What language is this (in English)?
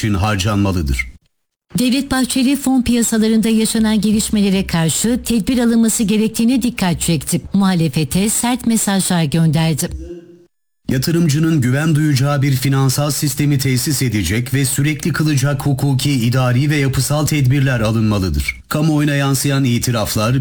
Turkish